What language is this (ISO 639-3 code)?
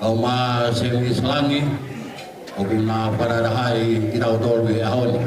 ton